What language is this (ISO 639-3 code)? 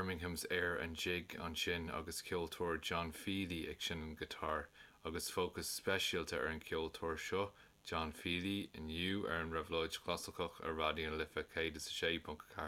gle